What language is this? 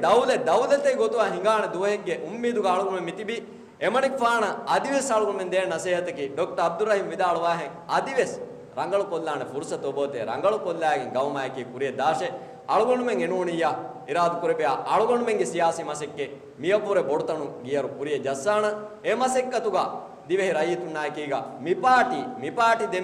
Divehi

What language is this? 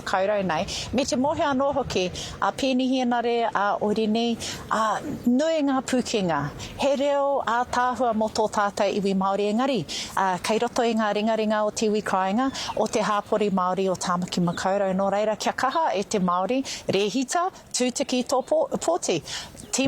Māori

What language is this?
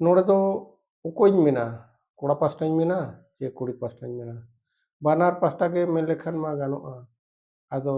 Santali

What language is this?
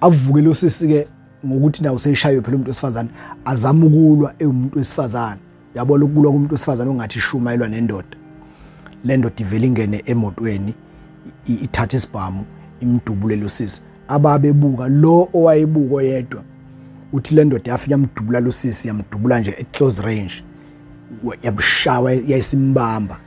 Zulu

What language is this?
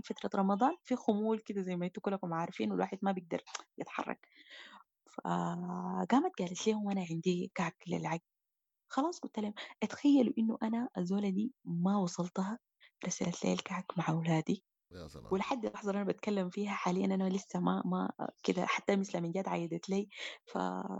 Sudanese Arabic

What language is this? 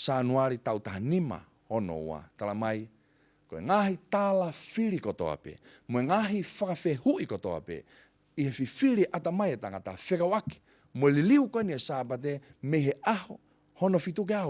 Tongan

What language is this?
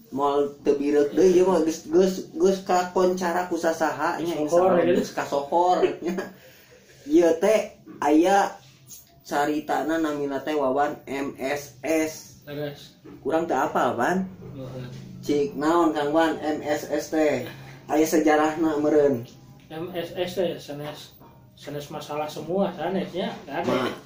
Sundanese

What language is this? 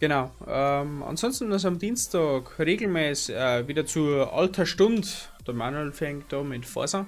Bavarian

